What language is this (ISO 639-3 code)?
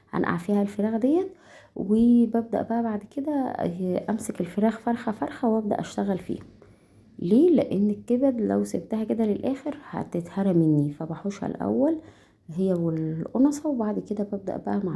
arz